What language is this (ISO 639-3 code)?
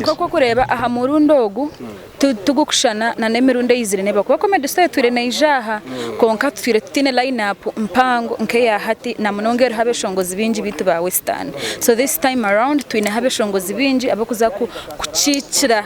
nyn